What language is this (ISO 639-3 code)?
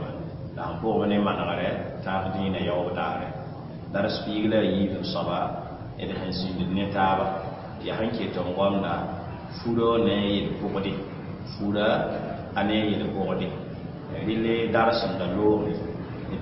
mos